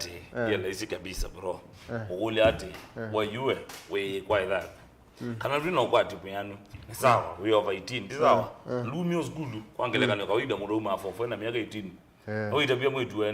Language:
Kamba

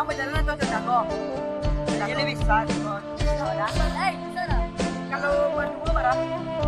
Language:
Minangkabau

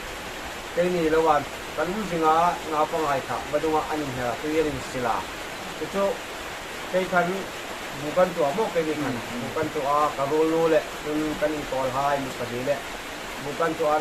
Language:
Hmar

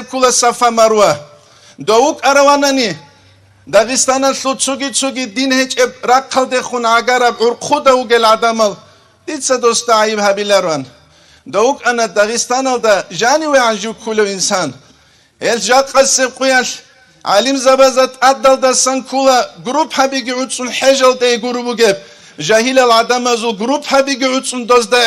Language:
Avaric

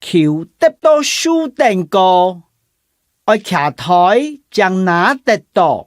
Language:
Hakka Chinese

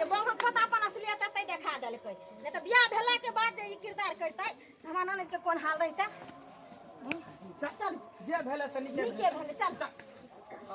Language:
Maithili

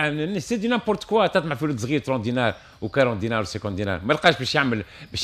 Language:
Tunisian Arabic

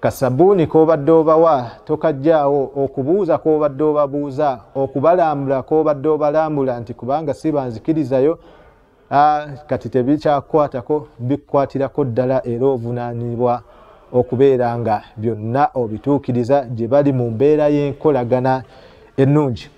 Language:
Ganda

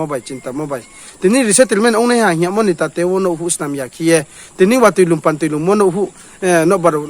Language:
Riang (India)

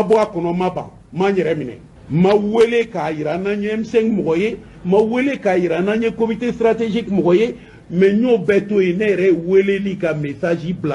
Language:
Bambara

